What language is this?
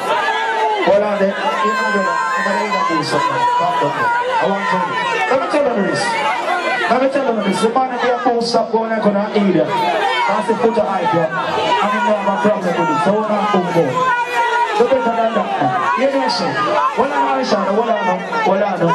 Jamaican Creole English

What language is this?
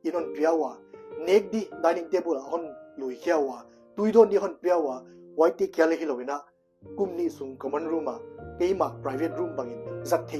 Paite Chin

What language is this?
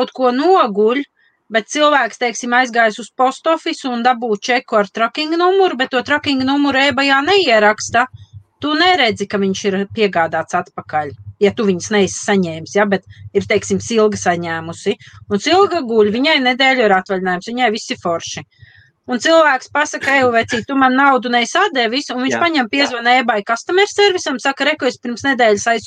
Latvian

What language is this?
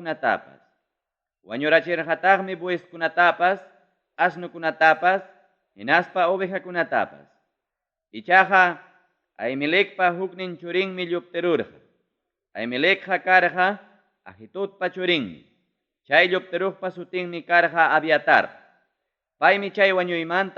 Ayacucho Quechua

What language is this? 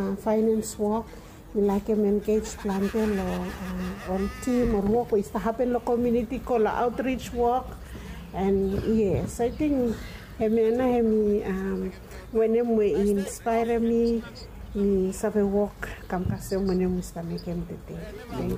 Bislama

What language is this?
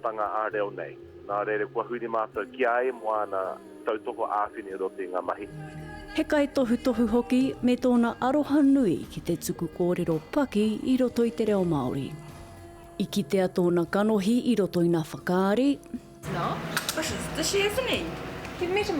Māori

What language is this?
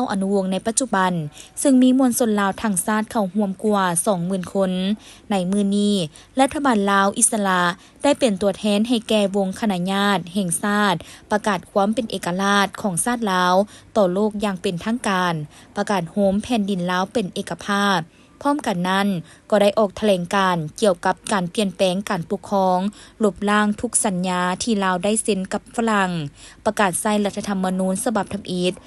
Lao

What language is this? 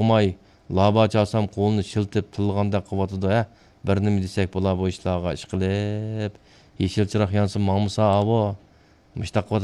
Uyghur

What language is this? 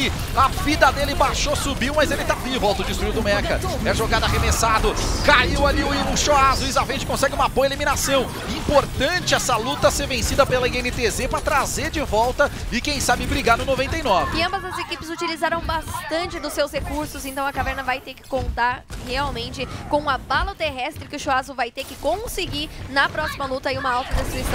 Portuguese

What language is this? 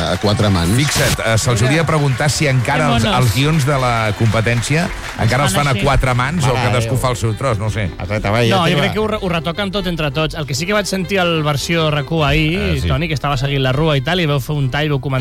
Catalan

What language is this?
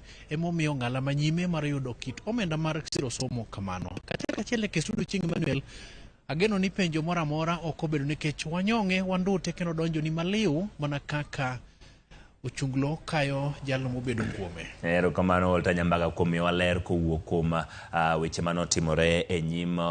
Luo (Kenya and Tanzania)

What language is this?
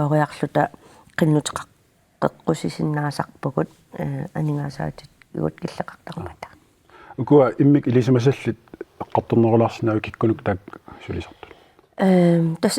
Kalaallisut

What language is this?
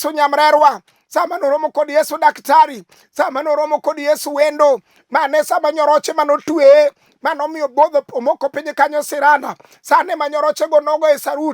Luo (Kenya and Tanzania)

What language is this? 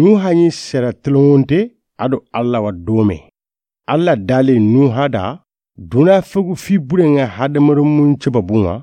Soninke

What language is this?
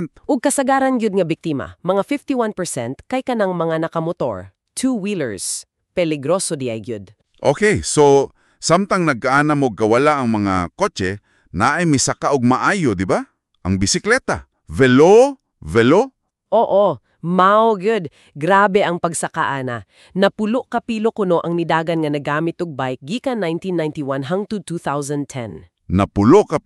Cebuano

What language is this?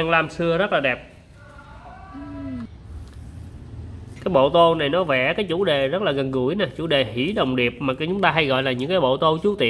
Vietnamese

